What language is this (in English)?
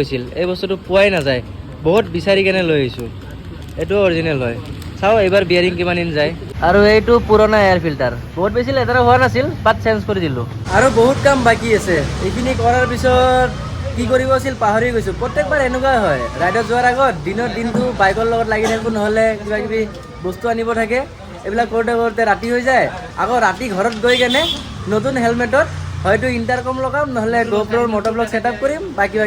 Assamese